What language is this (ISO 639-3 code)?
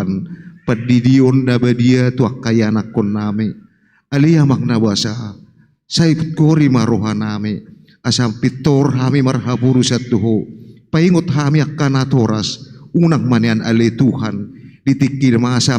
bbc